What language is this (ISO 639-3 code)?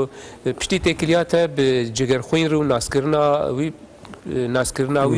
kur